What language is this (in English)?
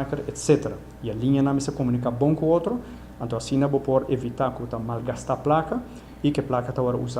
Papiamento